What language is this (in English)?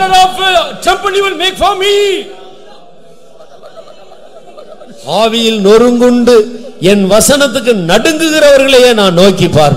Tamil